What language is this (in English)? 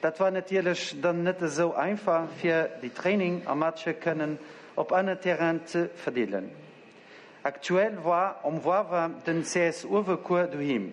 Luxembourgish